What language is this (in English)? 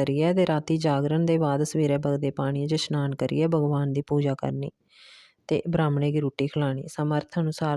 Dogri